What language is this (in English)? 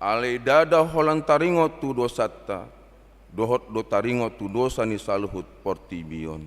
Batak Toba